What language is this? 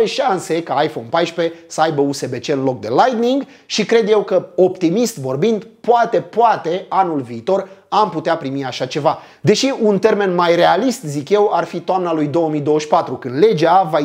Romanian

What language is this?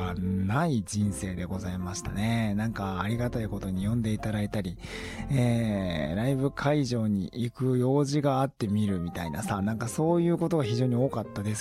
Japanese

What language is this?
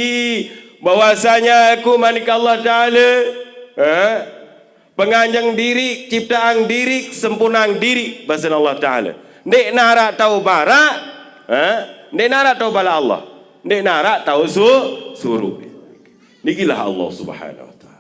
Sasak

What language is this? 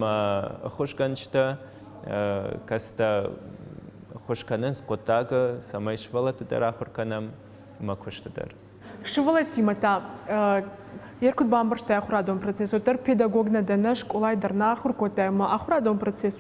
Ossetic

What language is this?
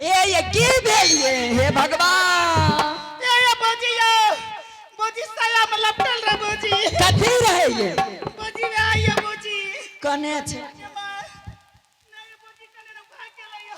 Angika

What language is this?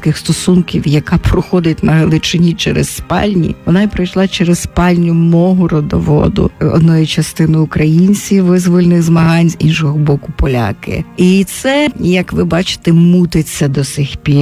Ukrainian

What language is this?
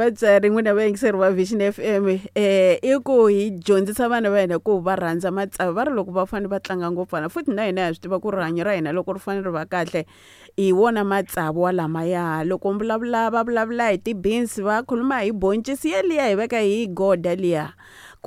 Tsonga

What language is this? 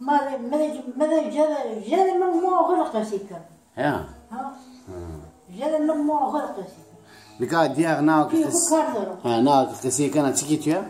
Zaza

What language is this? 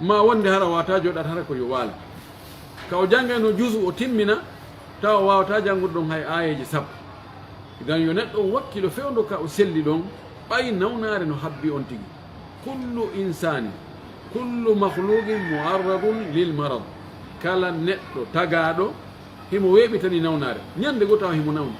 Pular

